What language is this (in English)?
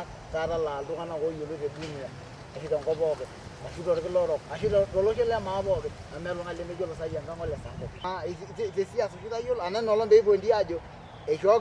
Masai